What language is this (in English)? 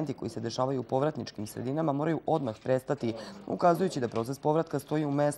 Serbian